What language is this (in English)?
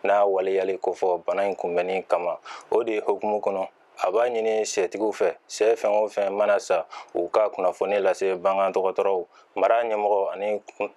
Bambara